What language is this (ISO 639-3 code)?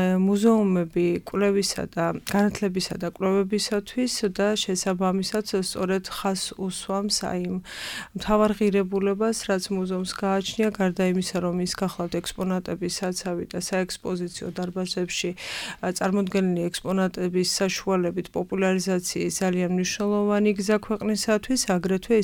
kat